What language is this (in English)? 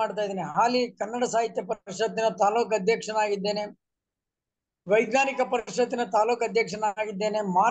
Kannada